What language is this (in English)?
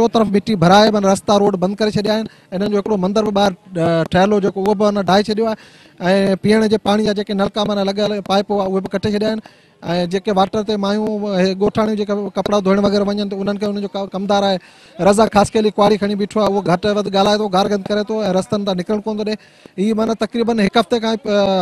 Sindhi